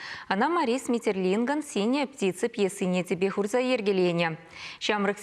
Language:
Chuvash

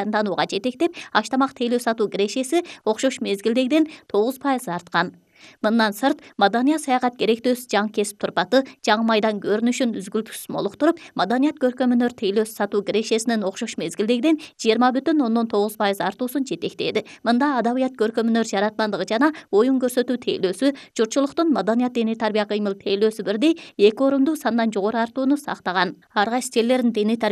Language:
Kyrgyz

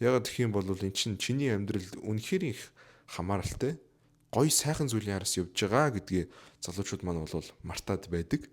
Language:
Mongolian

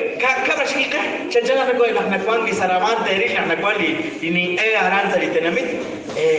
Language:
Kekchí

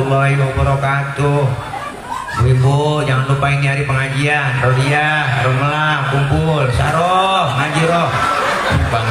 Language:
Betawi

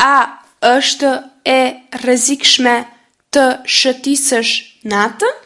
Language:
Albanian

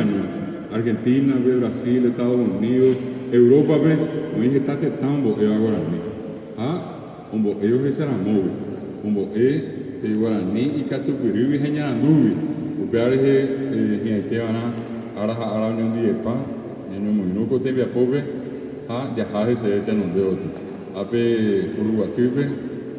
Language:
Guarani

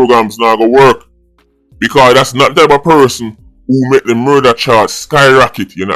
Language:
Jamaican Creole English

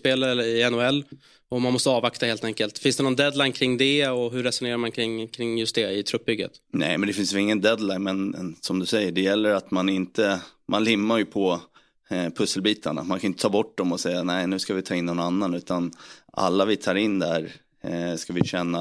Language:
Swedish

